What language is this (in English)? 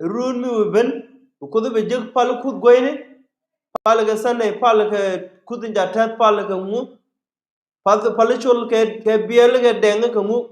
Nuer